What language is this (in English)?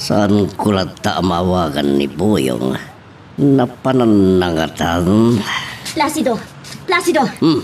Iloko